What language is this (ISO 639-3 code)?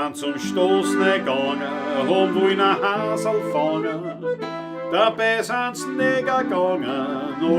bar